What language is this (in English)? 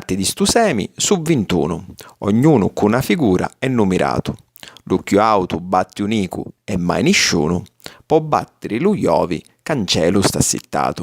Sicilian